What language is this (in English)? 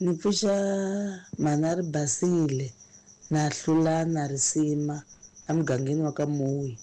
Tsonga